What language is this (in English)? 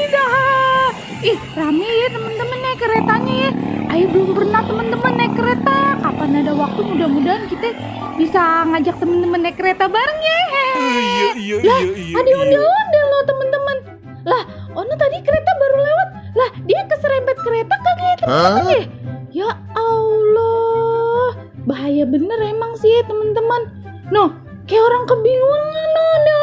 Betawi